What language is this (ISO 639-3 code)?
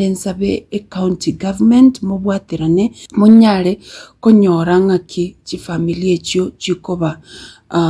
guz